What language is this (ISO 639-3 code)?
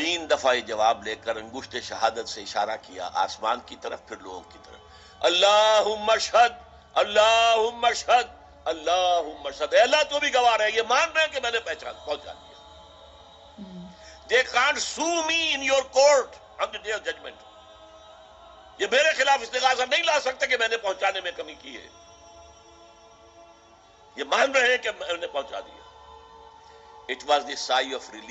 urd